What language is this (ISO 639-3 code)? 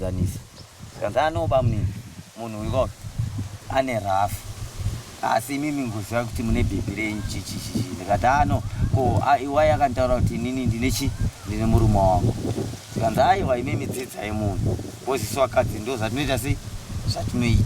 sna